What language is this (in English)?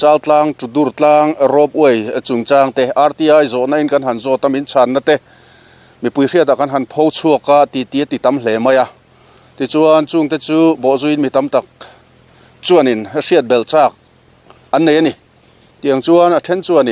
Mizo